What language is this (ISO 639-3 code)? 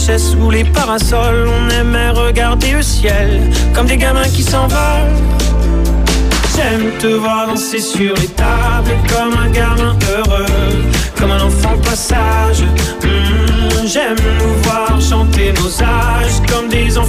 fra